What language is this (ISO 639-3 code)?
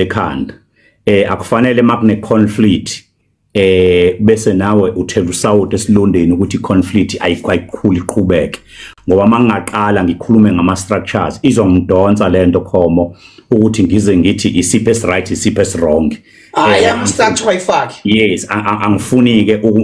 zul